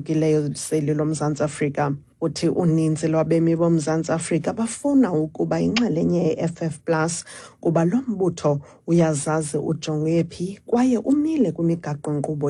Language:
Xhosa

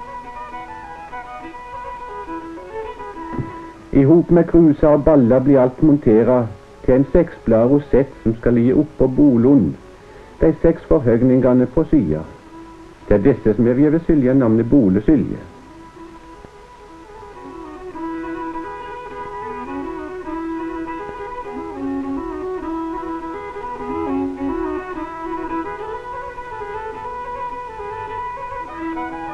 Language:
Norwegian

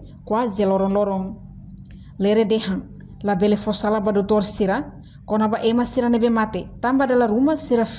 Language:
Tetum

